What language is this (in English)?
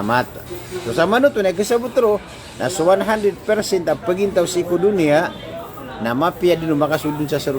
Maranao